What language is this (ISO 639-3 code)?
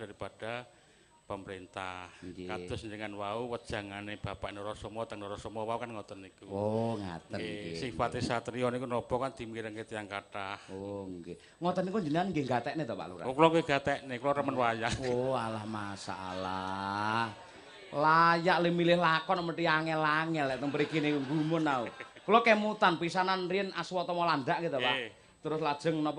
jav